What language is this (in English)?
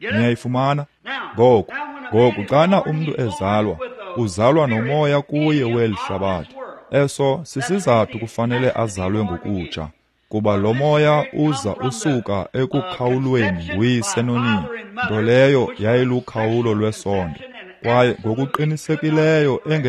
Xhosa